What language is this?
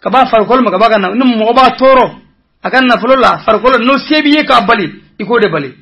Bambara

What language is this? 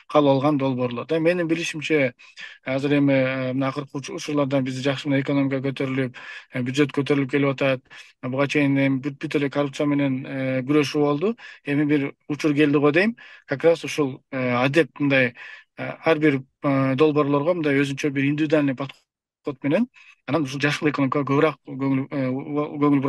Kyrgyz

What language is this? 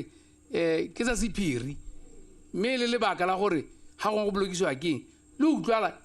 Tswana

